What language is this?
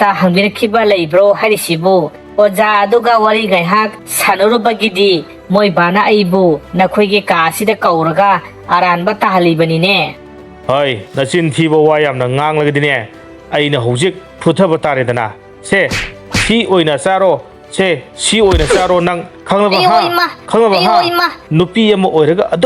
Manipuri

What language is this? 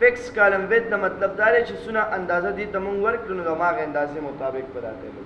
Pashto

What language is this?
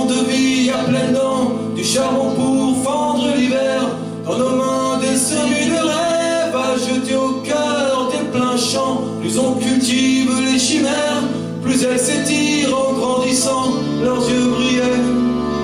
French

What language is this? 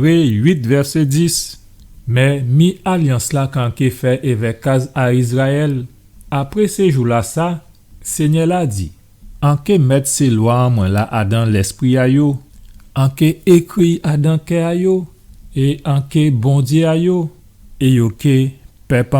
Guadeloupean Creole French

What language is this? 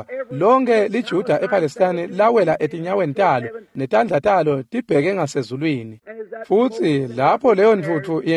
Swati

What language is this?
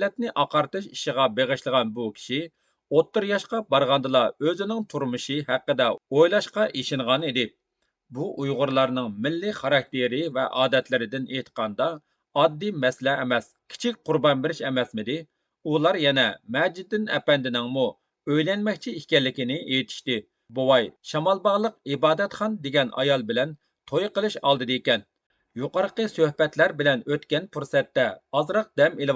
Uyghur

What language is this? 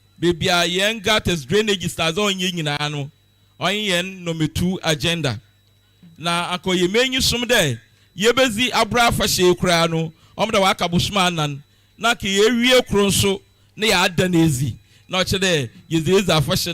Akan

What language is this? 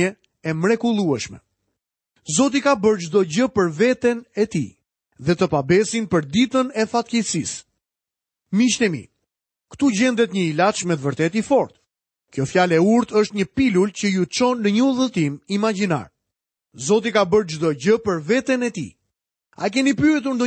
Albanian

